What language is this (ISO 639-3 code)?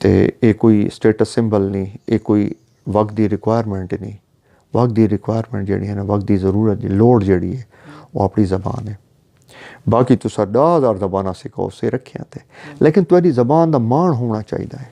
skr